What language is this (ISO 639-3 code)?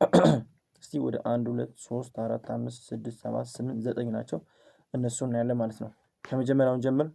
amh